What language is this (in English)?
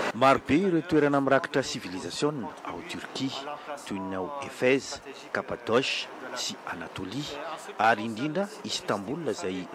Malagasy